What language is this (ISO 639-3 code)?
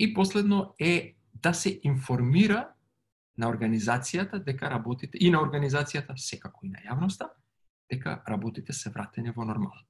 mkd